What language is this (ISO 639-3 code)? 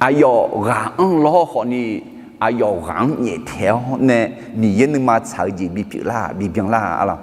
ahk